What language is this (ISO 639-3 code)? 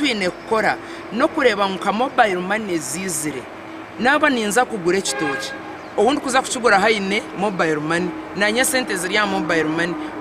nyn